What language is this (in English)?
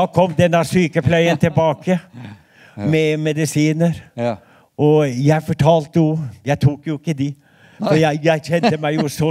Norwegian